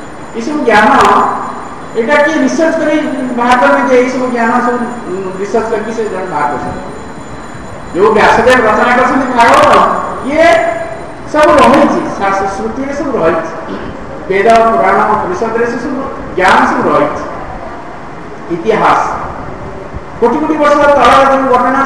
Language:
Odia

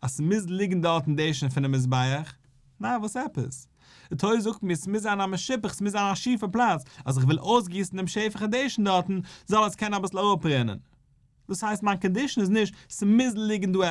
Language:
Yiddish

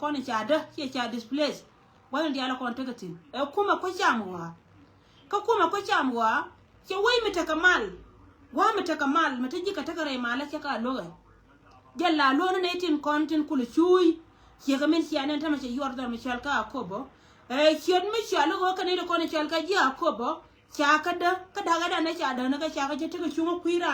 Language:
Nuer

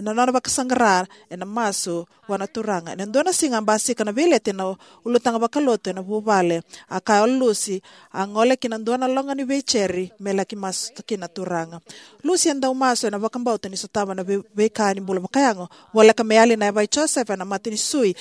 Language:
Fijian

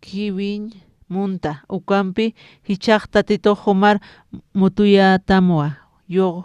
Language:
Aymara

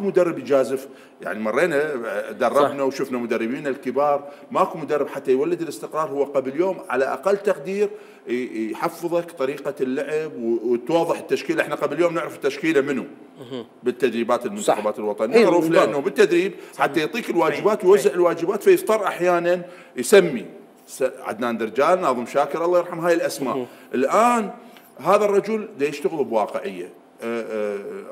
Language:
Mesopotamian Arabic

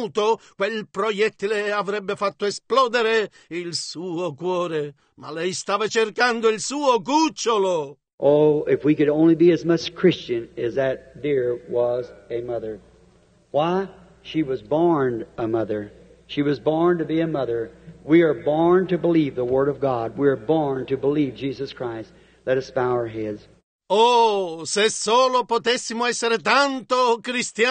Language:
Italian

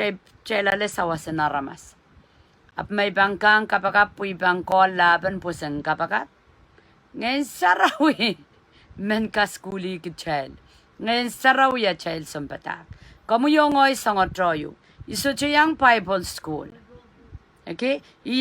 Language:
Pohnpeian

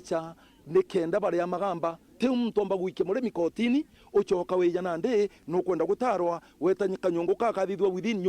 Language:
Meru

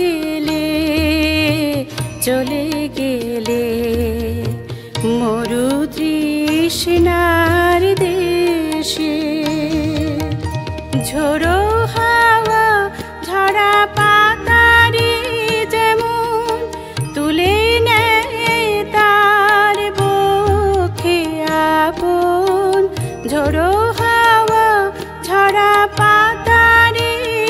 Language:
Bangla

